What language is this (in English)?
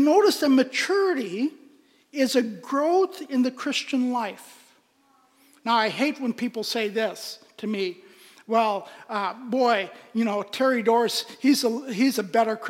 English